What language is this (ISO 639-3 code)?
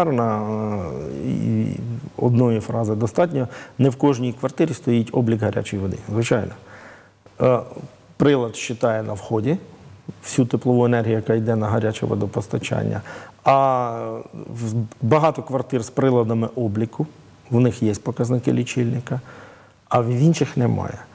ukr